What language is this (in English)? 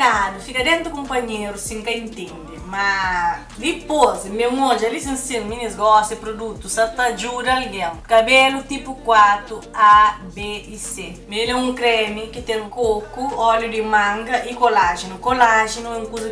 Kabuverdianu